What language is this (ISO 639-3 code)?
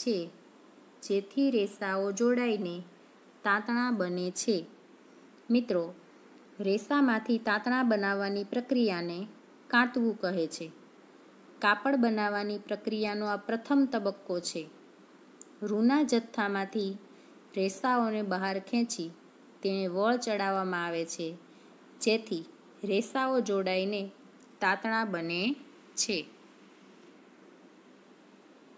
guj